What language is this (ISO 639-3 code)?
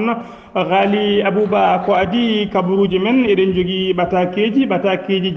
ful